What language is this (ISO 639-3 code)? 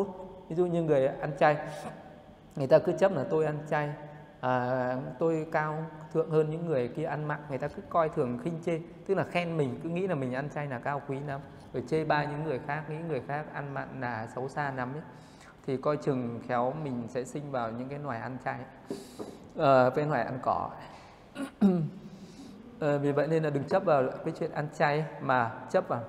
vie